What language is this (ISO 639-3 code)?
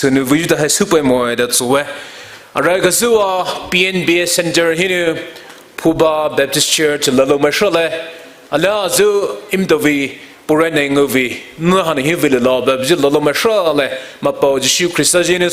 pmx